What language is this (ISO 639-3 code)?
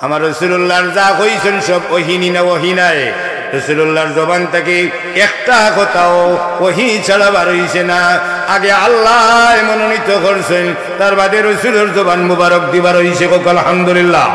syl